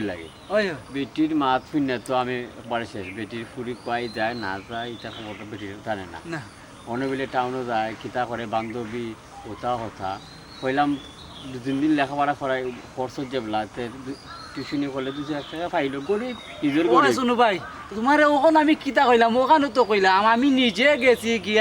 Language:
Sylheti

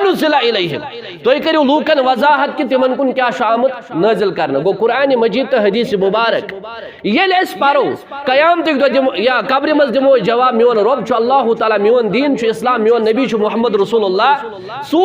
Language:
Kashmiri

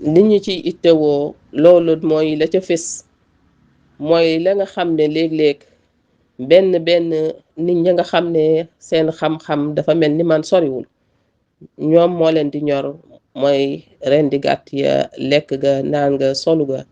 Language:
Wolof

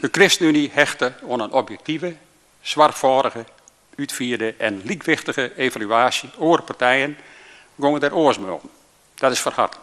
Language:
Western Frisian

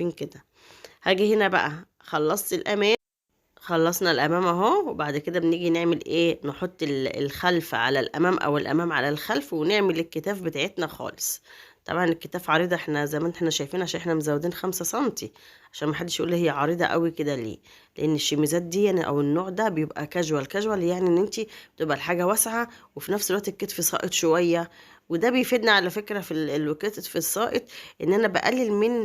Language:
Egyptian Arabic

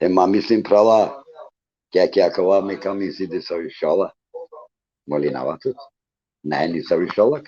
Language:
Balkan Romani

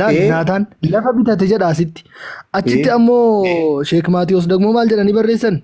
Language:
Oromo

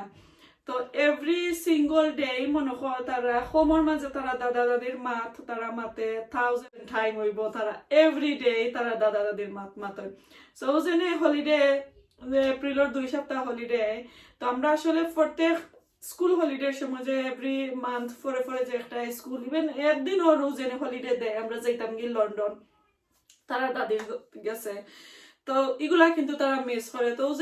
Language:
Sylheti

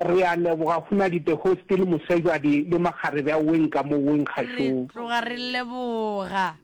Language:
Northern Sotho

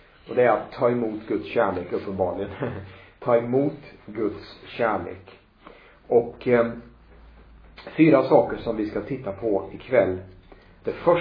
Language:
Swedish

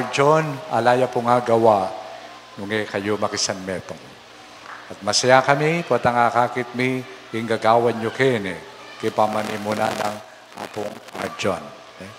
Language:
Pampanga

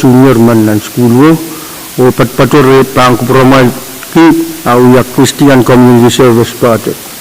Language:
Pohnpeian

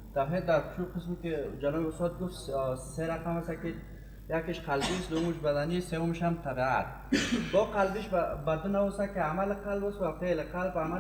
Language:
Persian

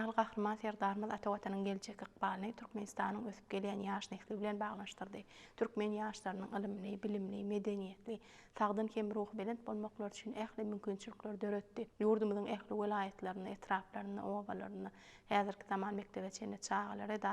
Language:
Turkmen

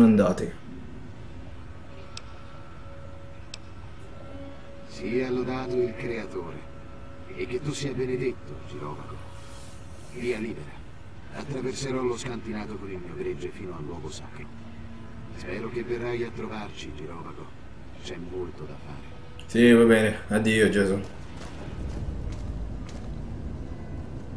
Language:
Italian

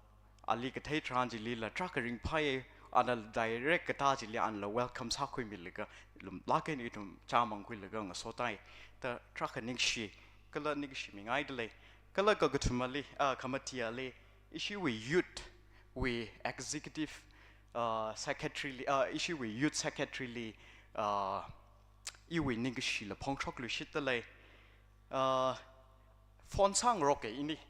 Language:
Tangkhul Naga (India)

